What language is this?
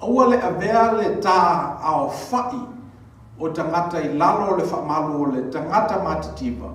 Samoan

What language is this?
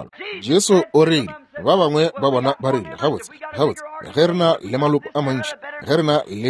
Northern Sotho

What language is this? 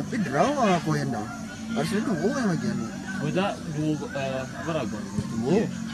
Minangkabau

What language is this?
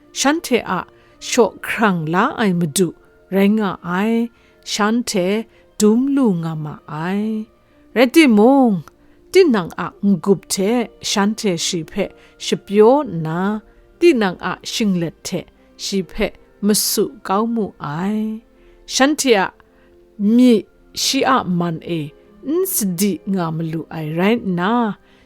Kachin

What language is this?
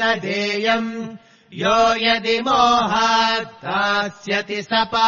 Sanskrit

